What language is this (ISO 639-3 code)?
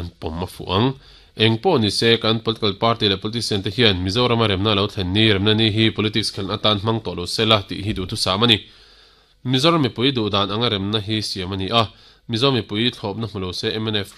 lus